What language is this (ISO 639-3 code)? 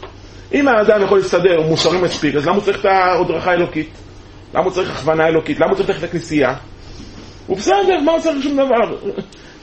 heb